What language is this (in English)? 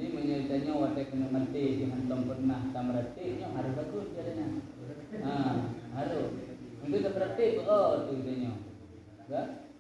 Achinese